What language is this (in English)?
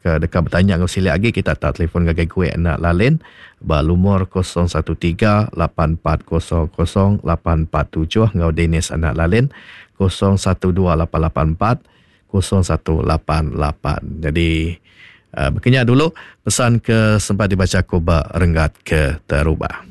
Iban